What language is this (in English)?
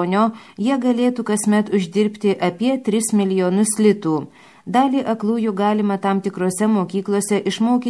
Lithuanian